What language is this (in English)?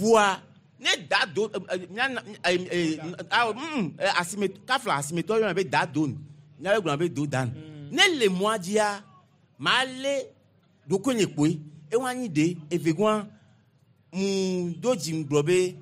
Gen